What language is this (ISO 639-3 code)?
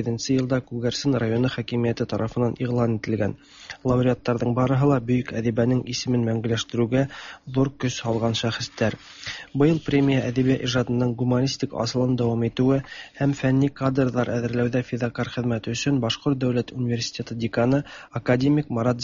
tat